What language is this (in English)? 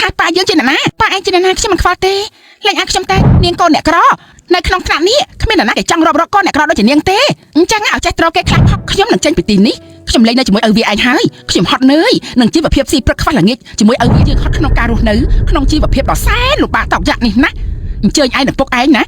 Khmer